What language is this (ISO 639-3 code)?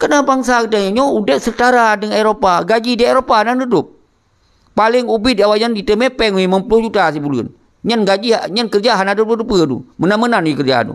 ace